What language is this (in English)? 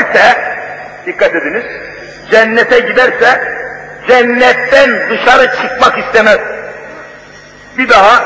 Turkish